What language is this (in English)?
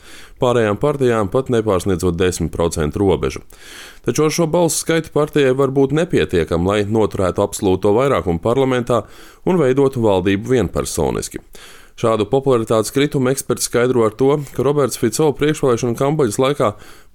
Latvian